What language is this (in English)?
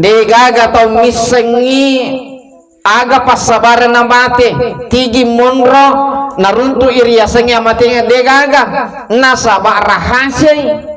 Buginese